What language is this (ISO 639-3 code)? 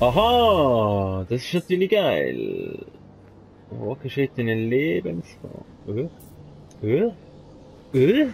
gsw